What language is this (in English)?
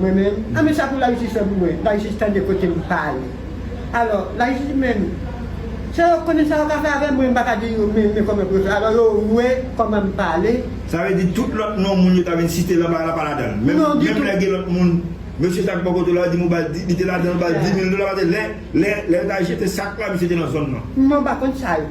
Haitian Creole